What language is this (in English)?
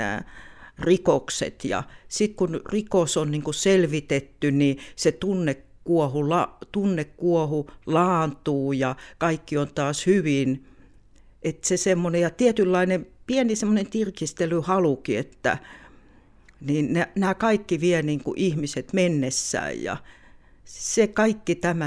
Finnish